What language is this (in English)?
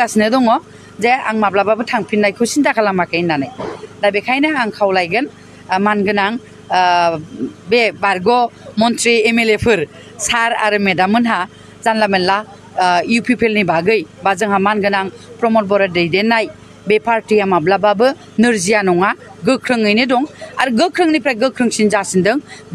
Bodo